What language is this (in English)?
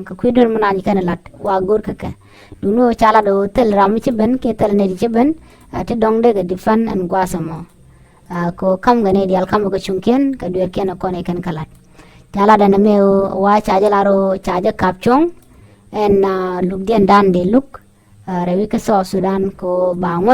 Nuer